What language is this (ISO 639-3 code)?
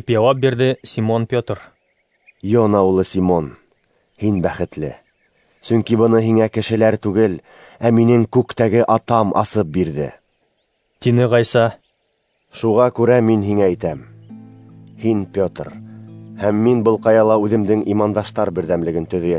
bak